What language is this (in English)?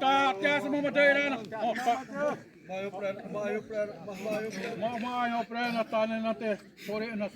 Xavánte